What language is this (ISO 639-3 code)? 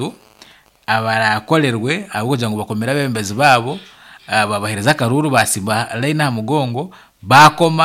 nyn